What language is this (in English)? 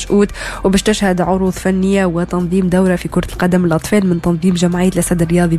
Tunisian Arabic